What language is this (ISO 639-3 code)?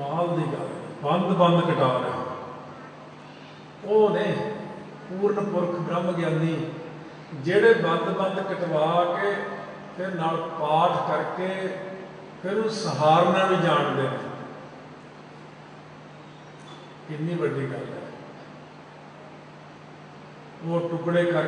pan